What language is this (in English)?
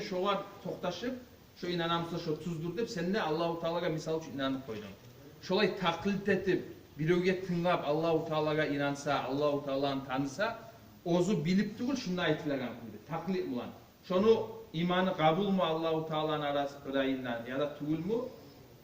Kumyk